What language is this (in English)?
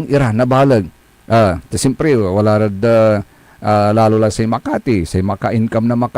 Pangasinan